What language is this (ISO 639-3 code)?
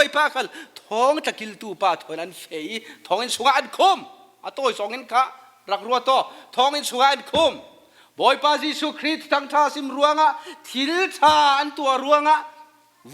cfm